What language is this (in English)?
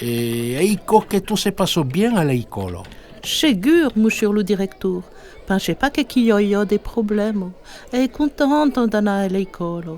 Occitan